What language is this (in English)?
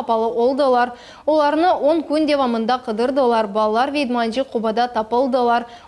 Crimean Tatar